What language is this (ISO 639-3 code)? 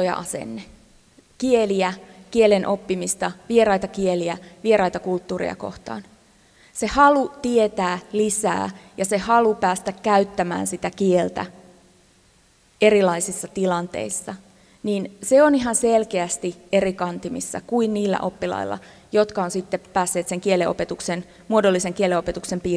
fin